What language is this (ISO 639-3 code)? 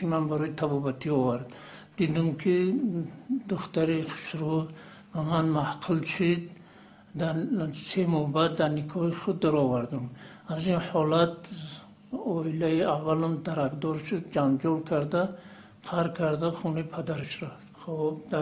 tgk